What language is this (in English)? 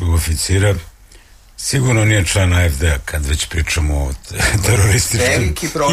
Serbian